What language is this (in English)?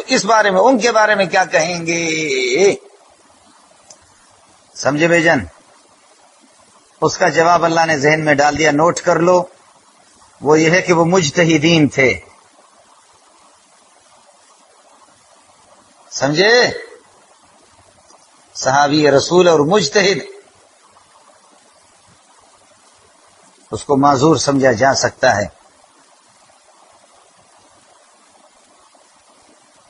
Urdu